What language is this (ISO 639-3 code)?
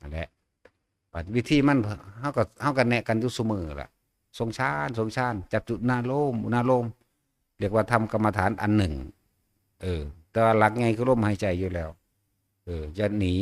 tts